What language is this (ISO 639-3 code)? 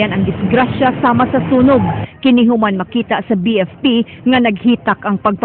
ceb